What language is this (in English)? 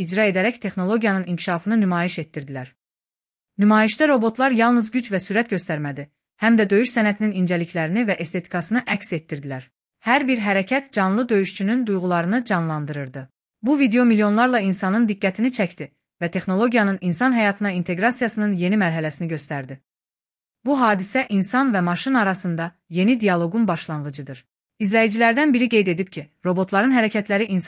Azerbaijani